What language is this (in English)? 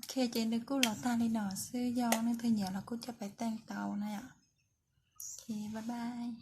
Hmong